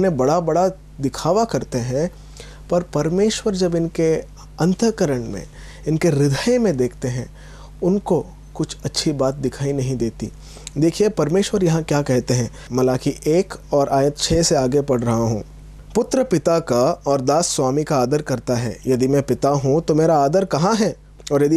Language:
Hindi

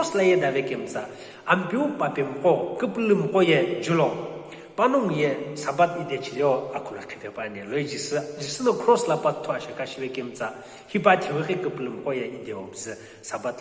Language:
Sumi Naga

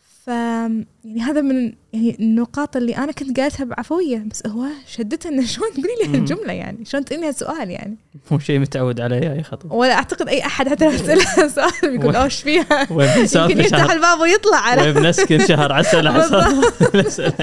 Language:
Gulf Arabic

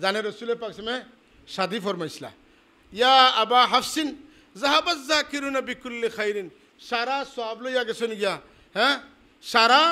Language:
Sylheti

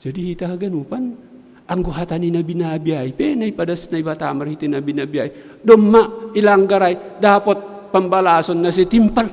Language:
Batak Simalungun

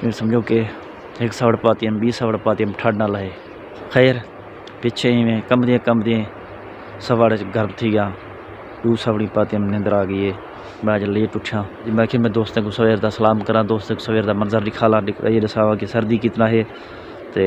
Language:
Saraiki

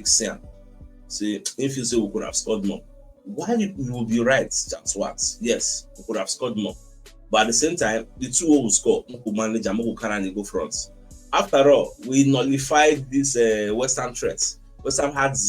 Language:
Nigerian Pidgin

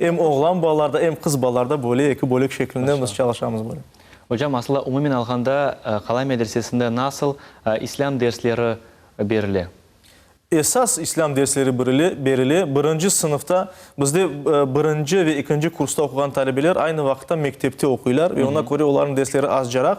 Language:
Crimean Tatar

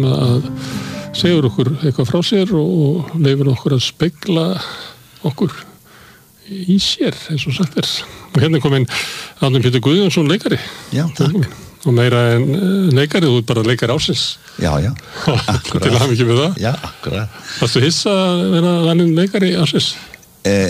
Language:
Icelandic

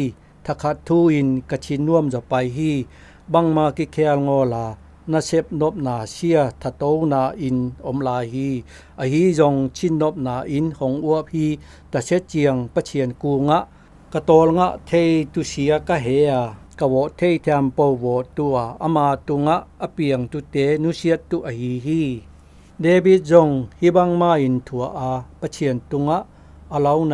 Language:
Zou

